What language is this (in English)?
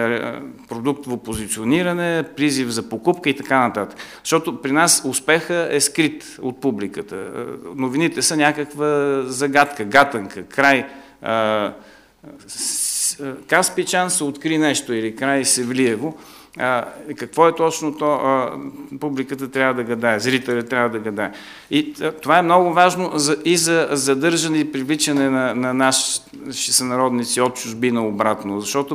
Bulgarian